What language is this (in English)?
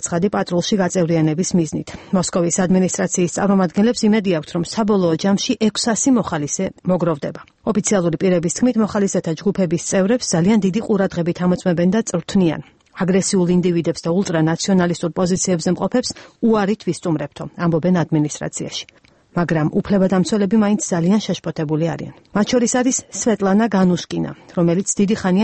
Georgian